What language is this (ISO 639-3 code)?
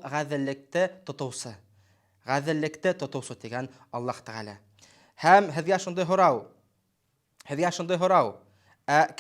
bak